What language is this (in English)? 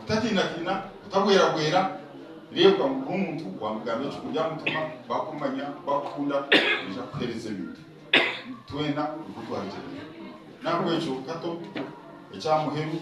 Nyankole